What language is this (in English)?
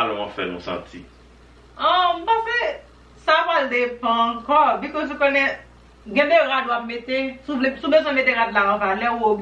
Haitian Creole